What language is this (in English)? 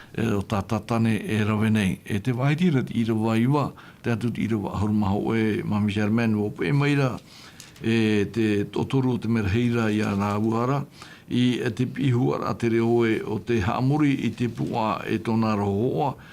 Tahitian